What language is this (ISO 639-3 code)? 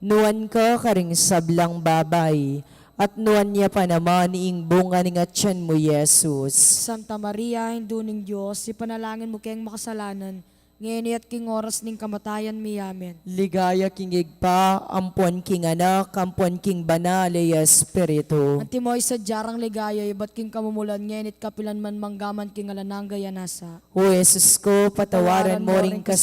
pam